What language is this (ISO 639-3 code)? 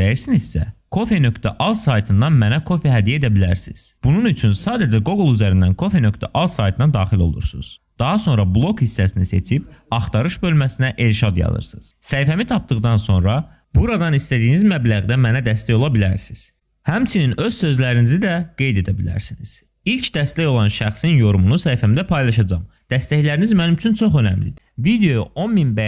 aze